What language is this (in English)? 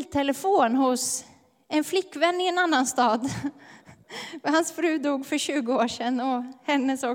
Swedish